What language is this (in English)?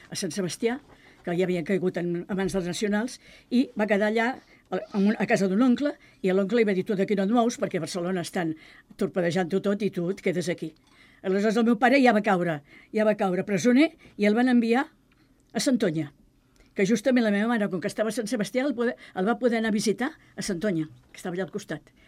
Catalan